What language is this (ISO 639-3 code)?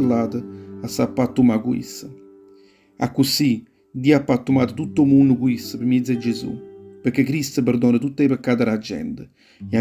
nap